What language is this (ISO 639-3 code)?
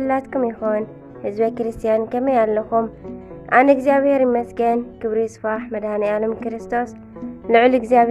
tir